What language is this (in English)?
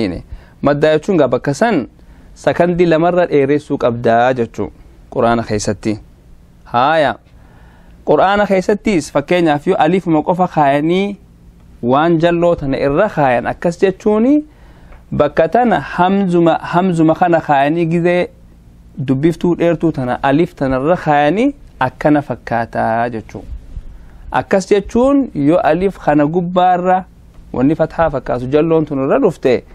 Oromo